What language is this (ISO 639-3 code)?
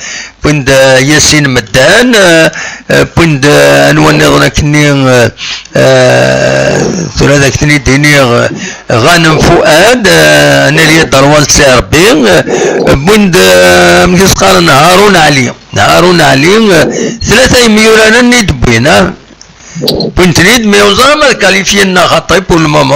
kab